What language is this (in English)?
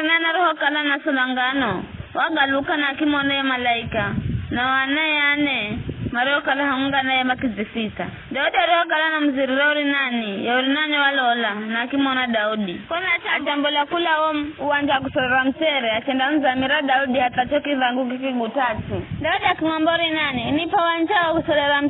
Giryama